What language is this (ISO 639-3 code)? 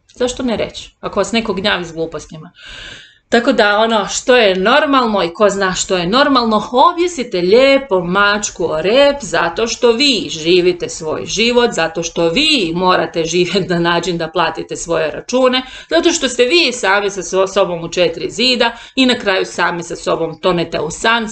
hrv